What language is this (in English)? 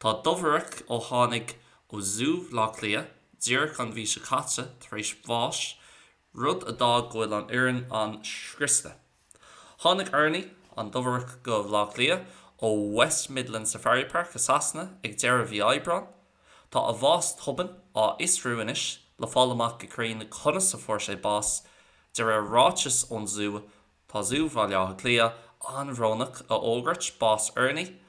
Irish